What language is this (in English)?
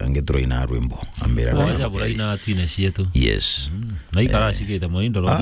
Meru